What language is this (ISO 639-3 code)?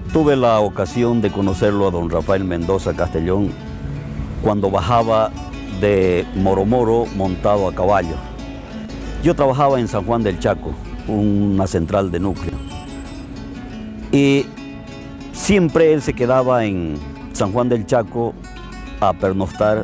spa